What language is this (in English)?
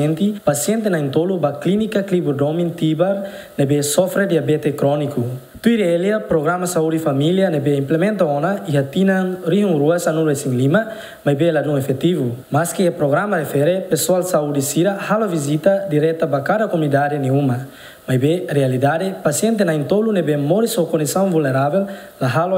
Tetum